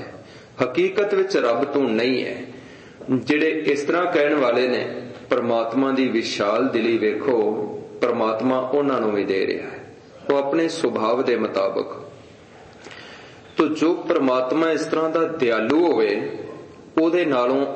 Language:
Punjabi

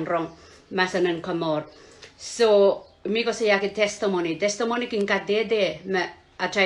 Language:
Pohnpeian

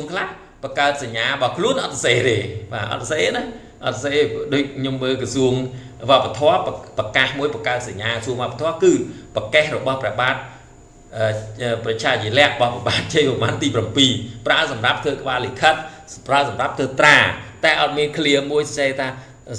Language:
Khmer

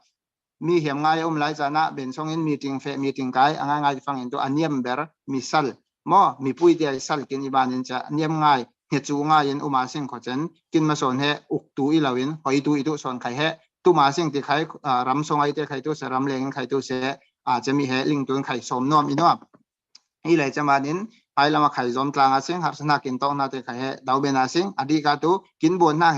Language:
Falam Chin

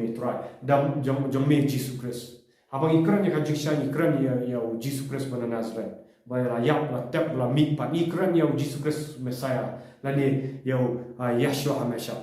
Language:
Khasi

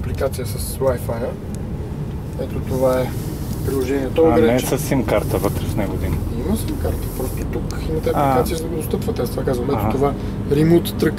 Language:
Bulgarian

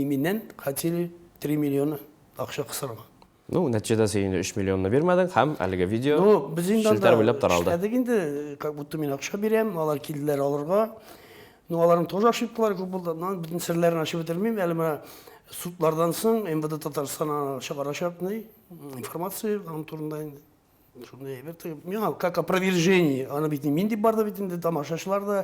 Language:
Tatar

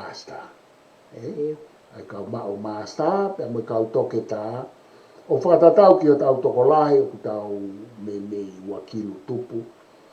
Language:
Tongan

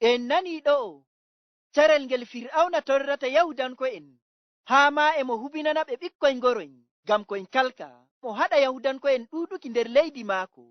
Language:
Fula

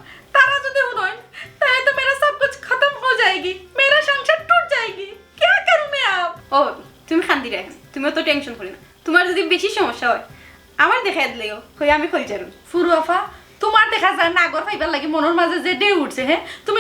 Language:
Sylheti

